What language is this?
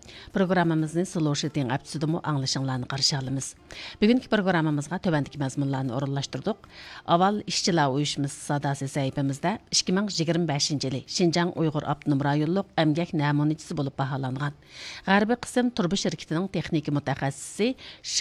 Uyghur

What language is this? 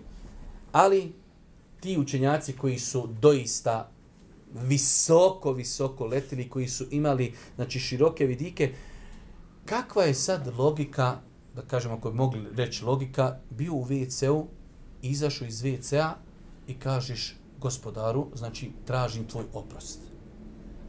Bosnian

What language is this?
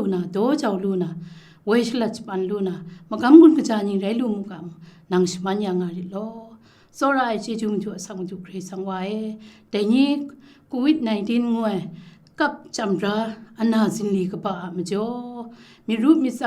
Kachin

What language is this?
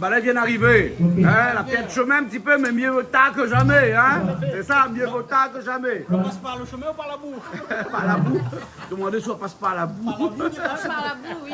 Réunion Creole French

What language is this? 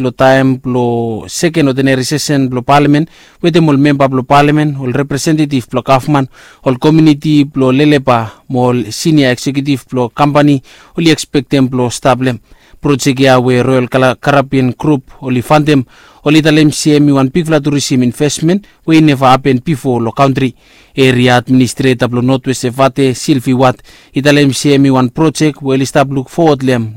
Bislama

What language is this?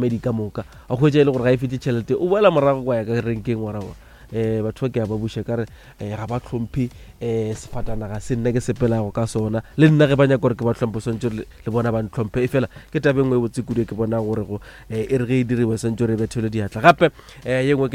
Northern Sotho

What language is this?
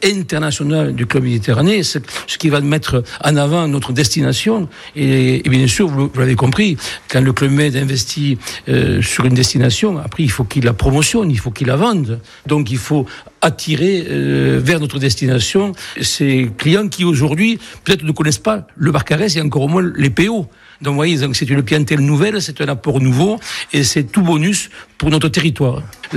French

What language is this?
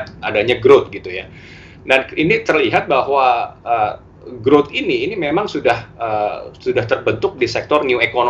Indonesian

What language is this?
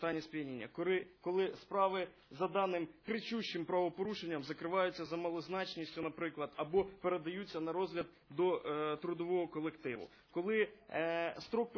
Ukrainian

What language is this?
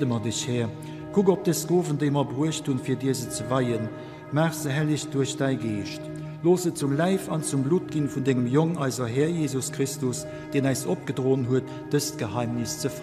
Luxembourgish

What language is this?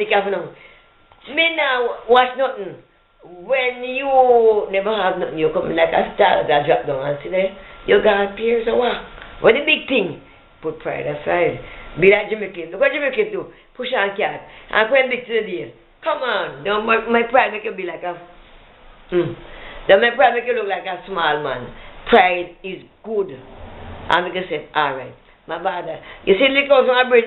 Jamaican Creole English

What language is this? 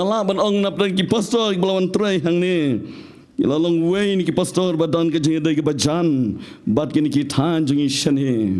Khasi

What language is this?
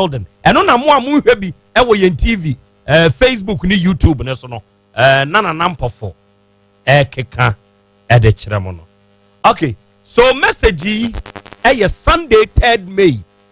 Akan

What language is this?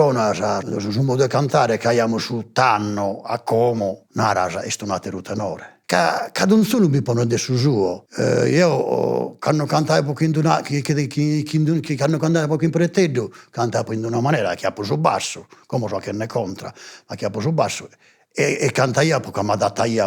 Sardinian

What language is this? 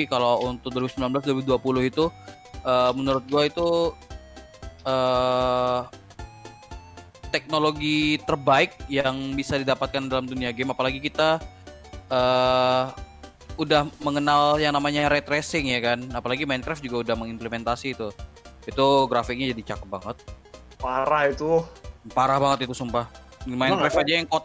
Indonesian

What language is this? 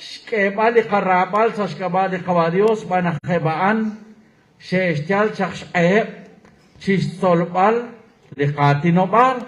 Kekchí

